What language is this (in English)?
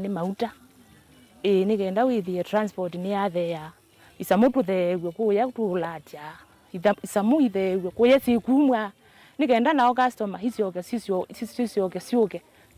Kamba